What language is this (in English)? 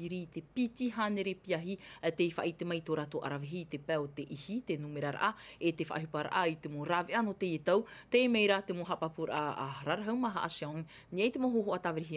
Tahitian